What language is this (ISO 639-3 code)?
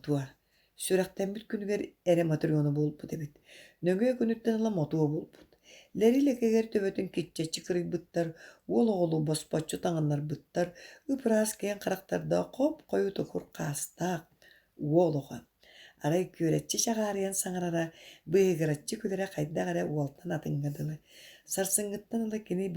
sah